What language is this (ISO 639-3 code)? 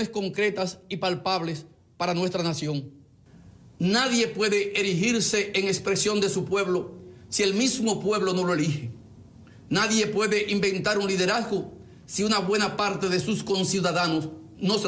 spa